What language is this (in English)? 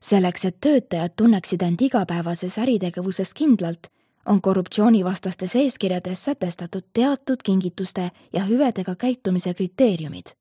Estonian